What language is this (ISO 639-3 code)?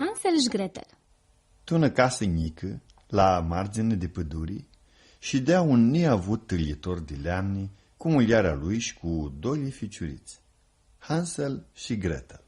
rup